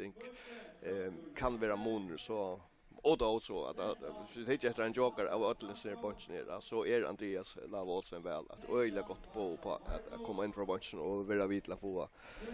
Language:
Faroese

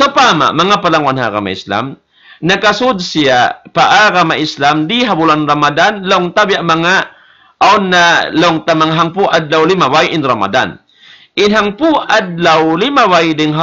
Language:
Tausug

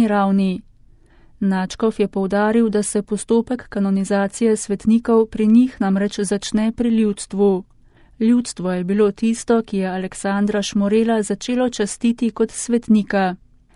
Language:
Slovenian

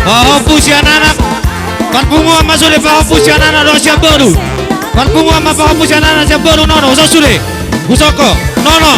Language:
Batak Toba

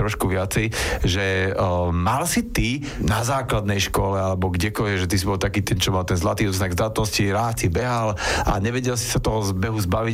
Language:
Slovak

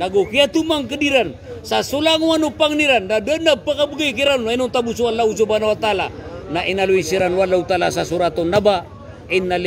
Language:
Maranao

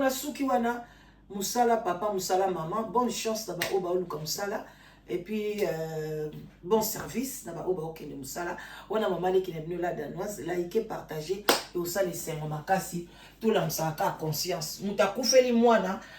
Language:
Lingala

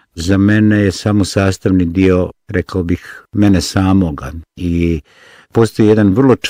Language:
Bosnian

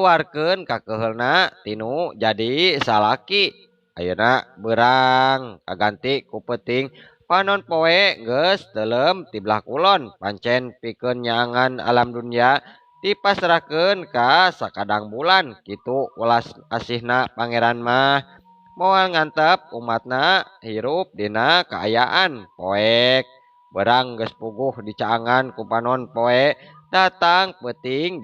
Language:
Sundanese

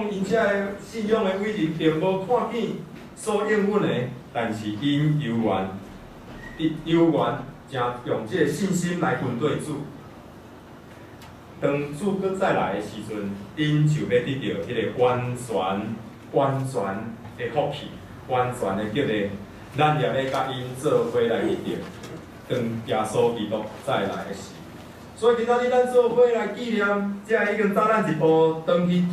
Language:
Min Nan Chinese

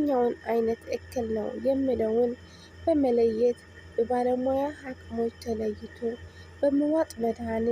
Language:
Amharic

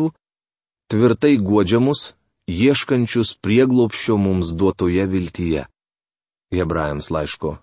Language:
Lithuanian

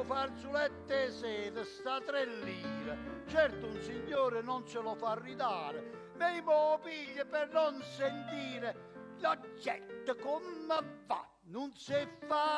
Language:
Neapolitan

